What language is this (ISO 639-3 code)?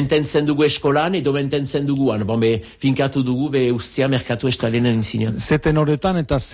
eus